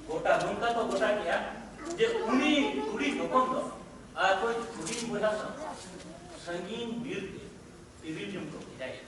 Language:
Santali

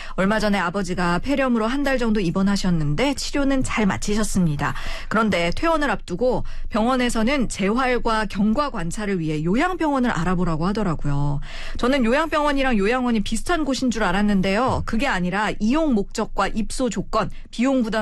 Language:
Korean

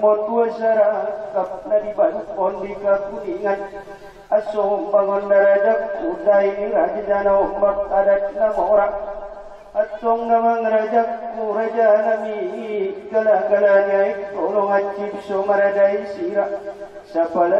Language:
Batak Angkola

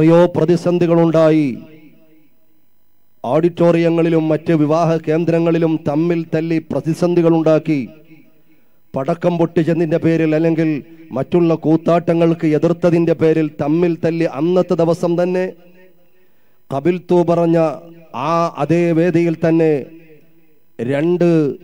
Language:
Malayalam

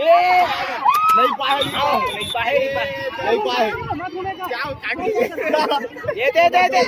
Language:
Chhattisgarhi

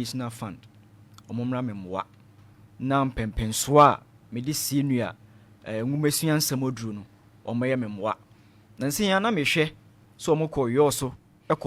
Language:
Akan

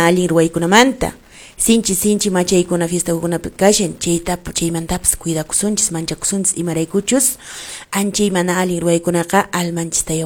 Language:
Quechua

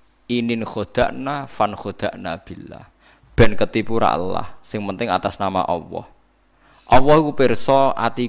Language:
Javanese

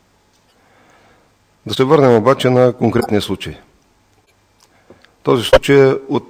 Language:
Bulgarian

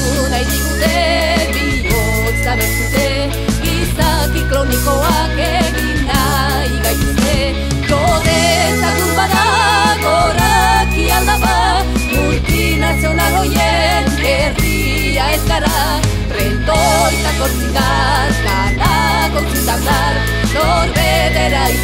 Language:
Basque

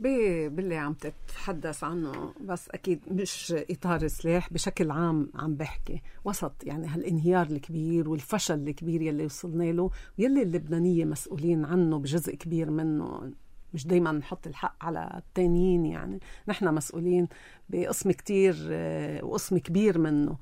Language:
North Levantine Arabic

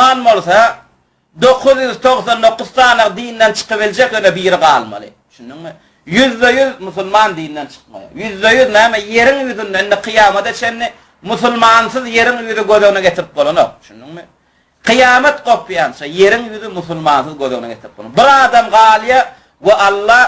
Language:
Turkmen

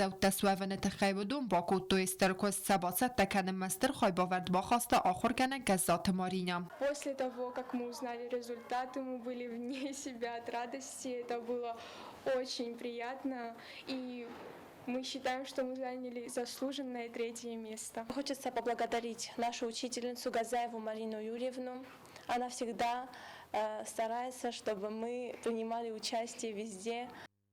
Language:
Ossetic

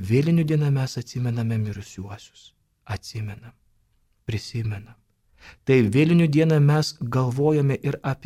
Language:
Lithuanian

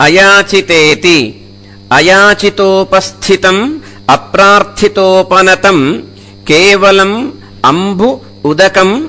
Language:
Sanskrit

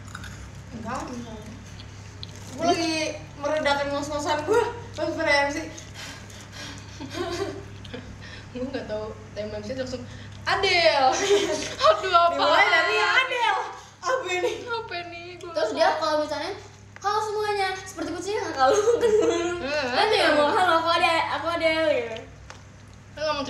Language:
Indonesian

